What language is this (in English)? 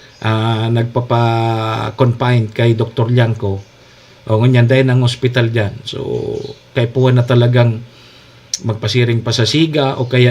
Bikol